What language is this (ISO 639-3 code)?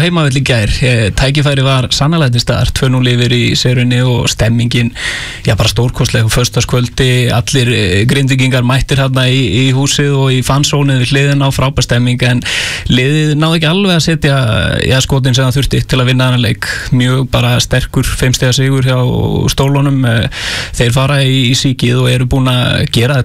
isl